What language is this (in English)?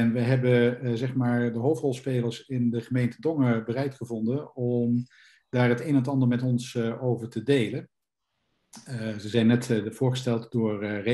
Dutch